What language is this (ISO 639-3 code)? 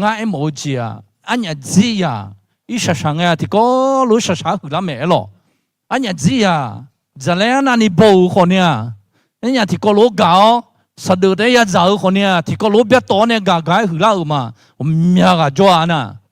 ahk